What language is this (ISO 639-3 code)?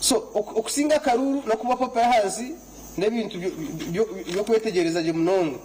nyn